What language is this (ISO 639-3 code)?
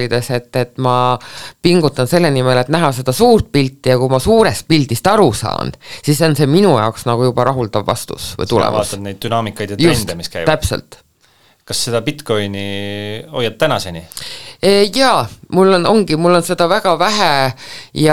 est